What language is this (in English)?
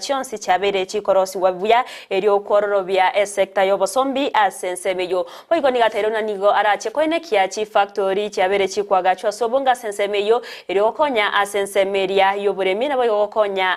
Gusii